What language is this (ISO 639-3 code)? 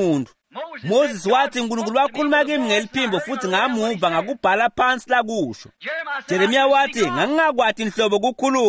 ssw